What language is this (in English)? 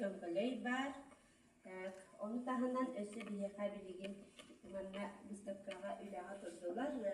Yakut